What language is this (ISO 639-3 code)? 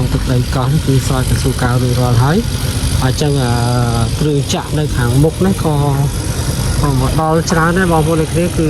khm